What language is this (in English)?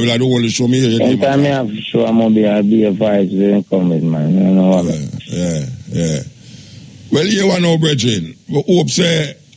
Jamaican Creole English